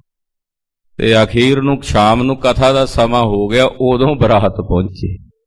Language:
Punjabi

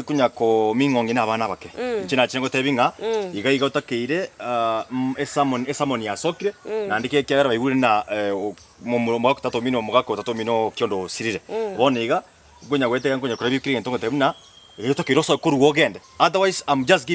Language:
Gusii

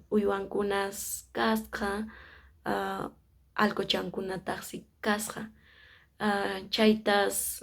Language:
Quechua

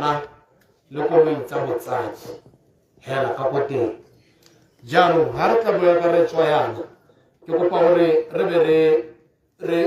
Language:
Tswana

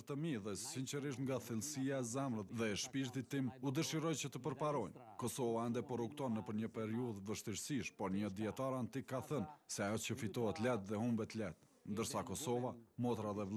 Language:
Albanian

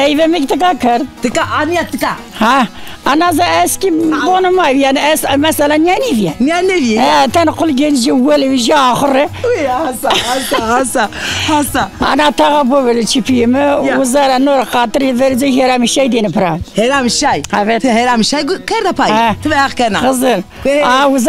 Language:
Zaza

